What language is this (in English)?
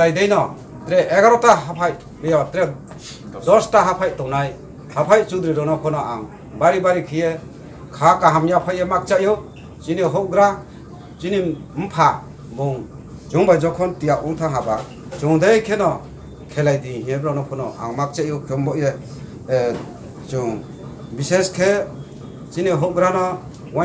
Riang (India)